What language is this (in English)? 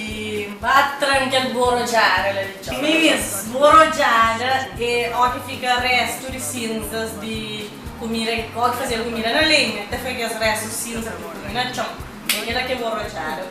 Kabuverdianu